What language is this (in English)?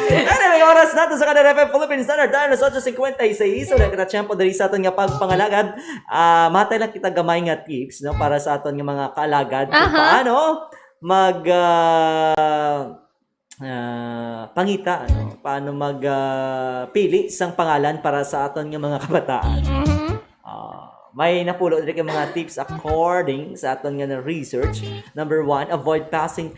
Hiligaynon